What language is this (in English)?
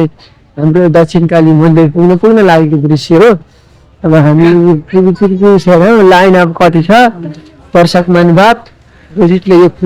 Nepali